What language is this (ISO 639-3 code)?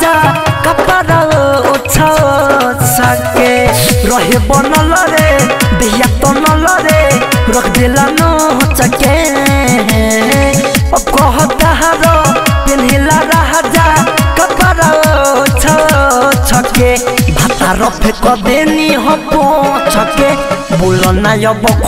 bho